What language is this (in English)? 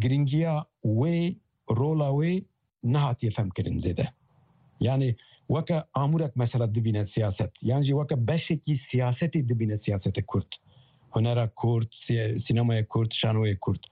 Kurdish